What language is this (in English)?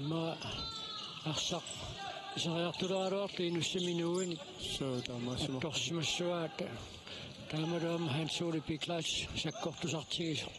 Kalaallisut